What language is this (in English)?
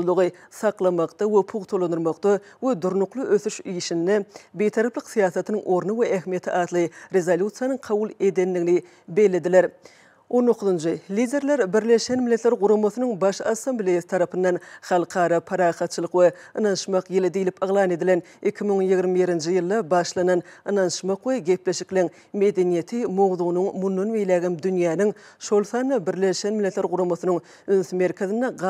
Turkmen